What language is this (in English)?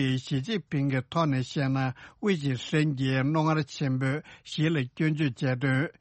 Tibetan